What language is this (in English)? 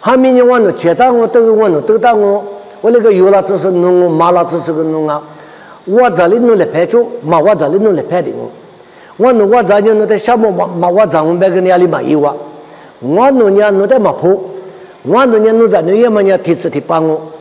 Lisu